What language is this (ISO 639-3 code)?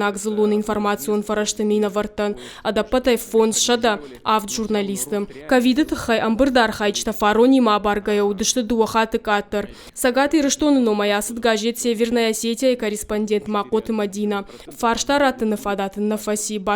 oss